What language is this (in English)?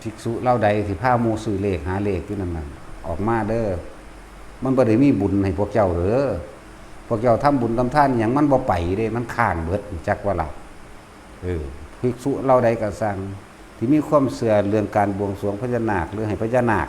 Northeastern Thai